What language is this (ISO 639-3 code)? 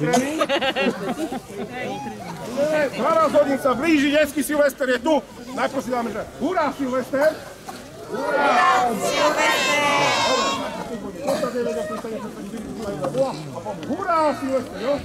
slk